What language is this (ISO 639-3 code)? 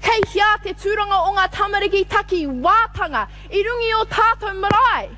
mri